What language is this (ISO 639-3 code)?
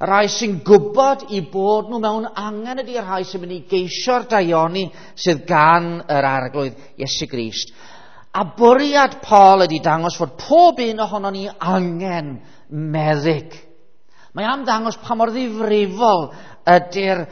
cym